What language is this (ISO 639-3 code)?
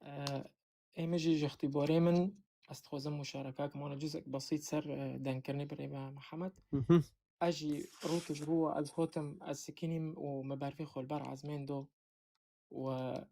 kur